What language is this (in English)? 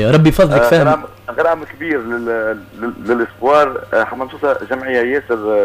Tunisian Arabic